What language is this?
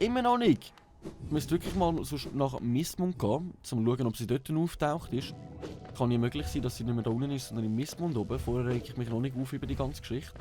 Swiss German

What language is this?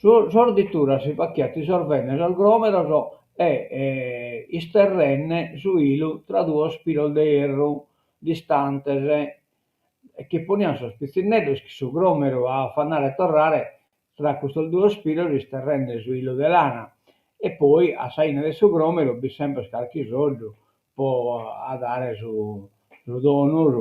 Sardinian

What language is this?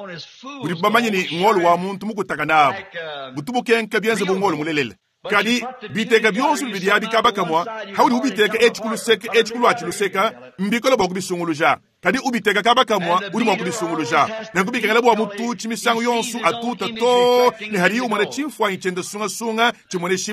Luba-Lulua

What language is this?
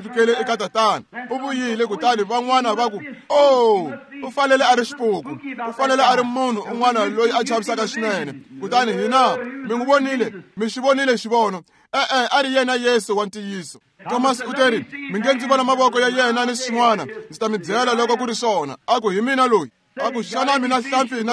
Tsonga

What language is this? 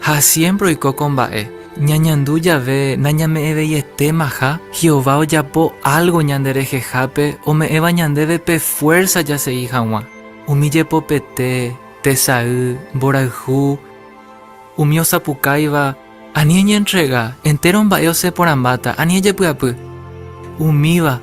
Guarani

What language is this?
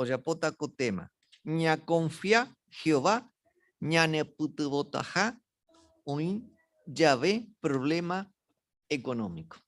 Guarani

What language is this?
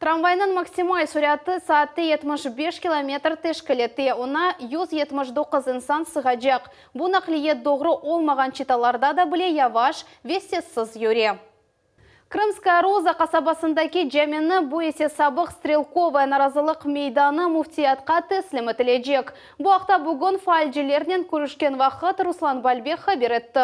Crimean Tatar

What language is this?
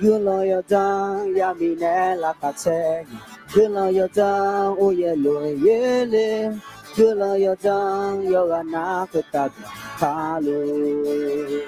Akha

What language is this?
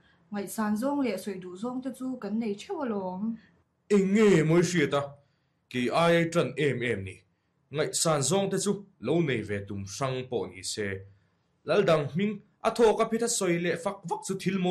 Mizo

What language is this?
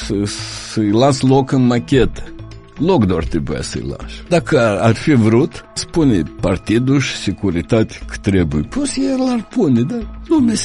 Romanian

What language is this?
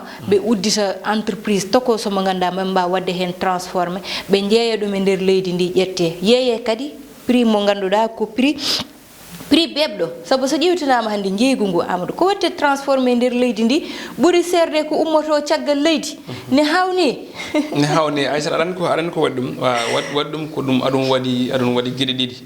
Fula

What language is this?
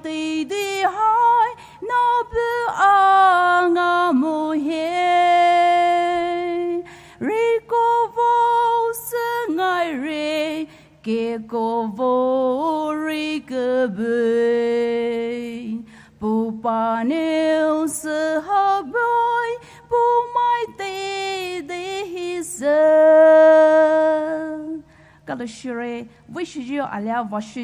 Poumei Naga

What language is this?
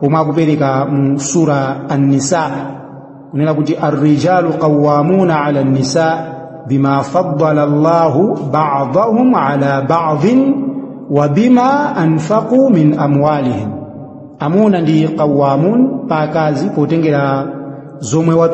Nyanja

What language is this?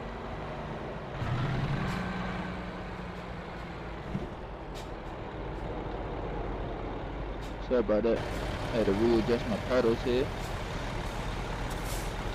English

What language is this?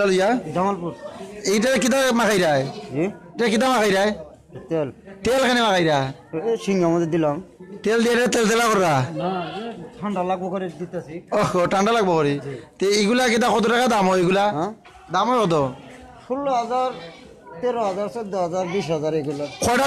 Sylheti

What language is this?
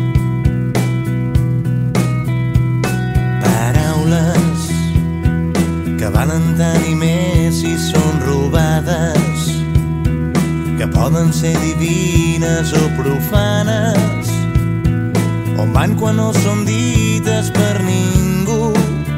Catalan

